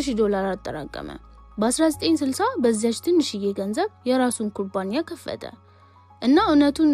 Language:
Amharic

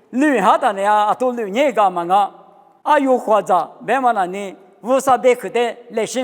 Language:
Lisu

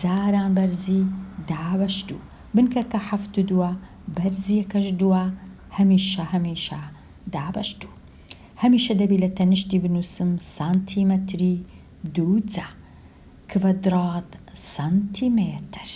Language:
Central Kurdish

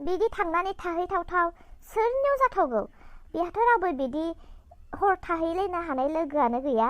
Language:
Bodo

